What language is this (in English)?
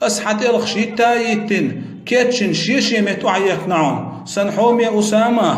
Chechen